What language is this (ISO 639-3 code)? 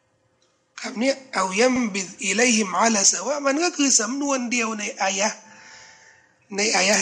tha